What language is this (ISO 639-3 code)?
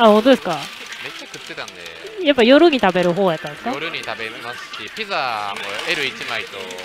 jpn